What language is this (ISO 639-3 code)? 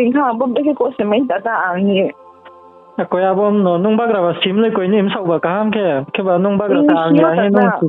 ria